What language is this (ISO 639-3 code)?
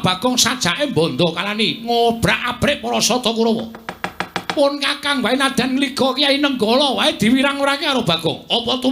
jav